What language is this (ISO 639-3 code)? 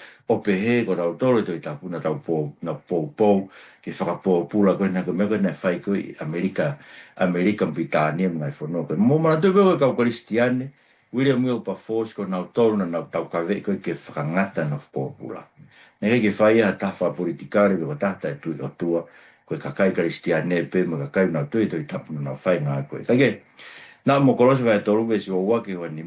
ton